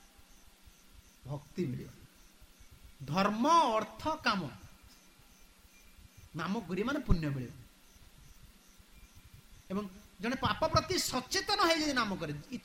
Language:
Odia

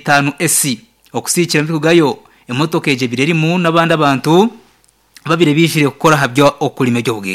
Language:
Nyankole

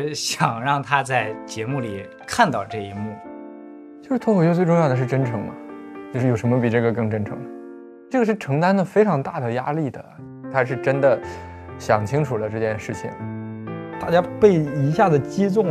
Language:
Chinese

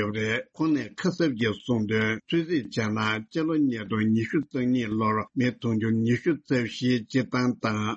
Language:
Tibetan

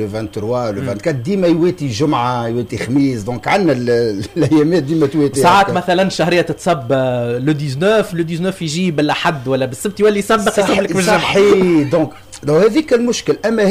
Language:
Tunisian Arabic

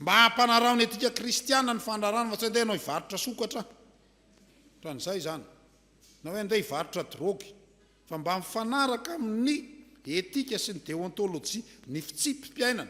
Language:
Malagasy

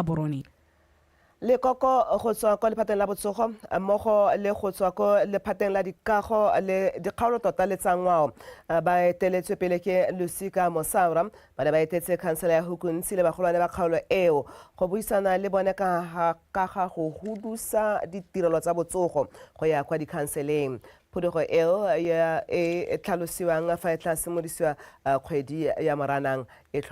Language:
Tswana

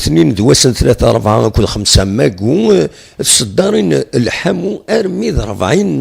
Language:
Kabyle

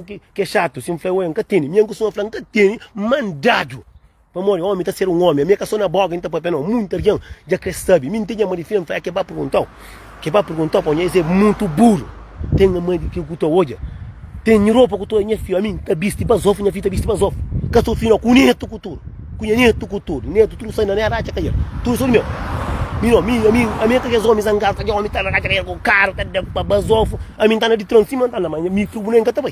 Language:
Kabuverdianu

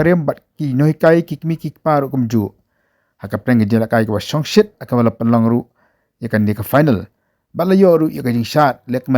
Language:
Khasi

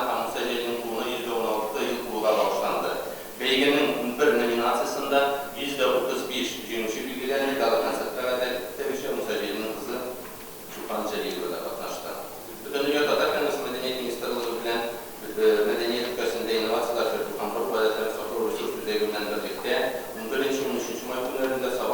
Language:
Tatar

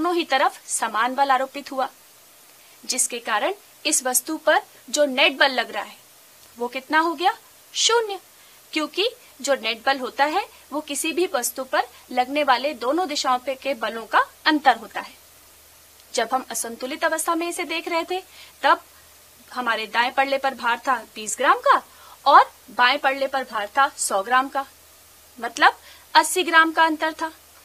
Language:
Hindi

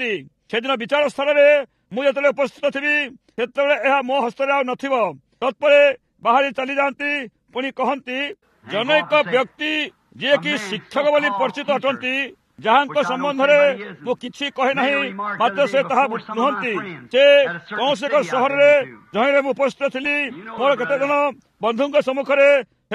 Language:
Odia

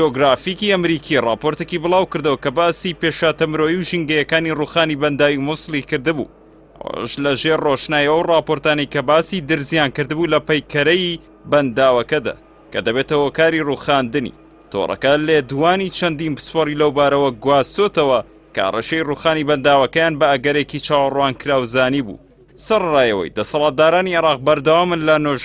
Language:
Central Kurdish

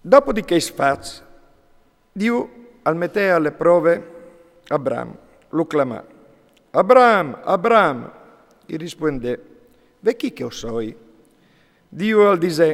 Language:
Friulian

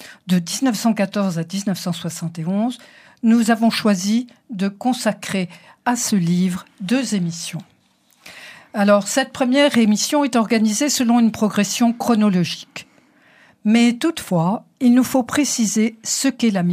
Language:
French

